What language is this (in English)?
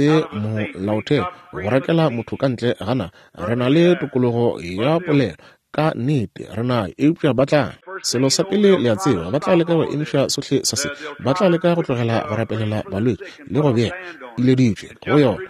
Northern Sotho